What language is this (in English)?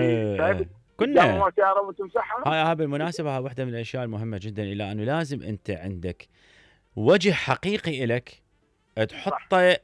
Mesopotamian Arabic